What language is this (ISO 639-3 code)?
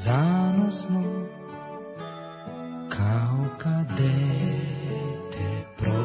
srp